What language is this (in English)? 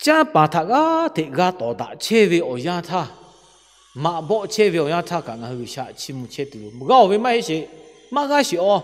Lahu